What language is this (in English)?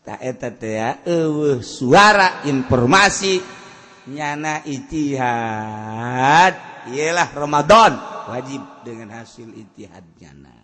Sundanese